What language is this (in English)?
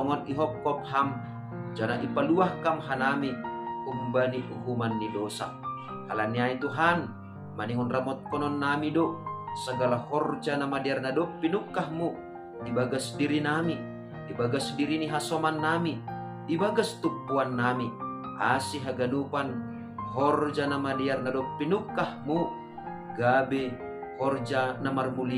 Batak Simalungun